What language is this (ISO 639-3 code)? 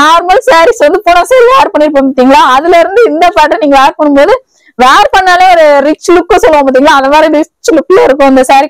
tam